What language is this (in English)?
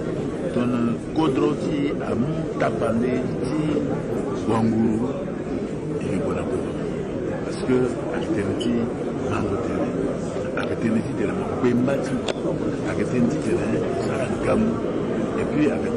Sango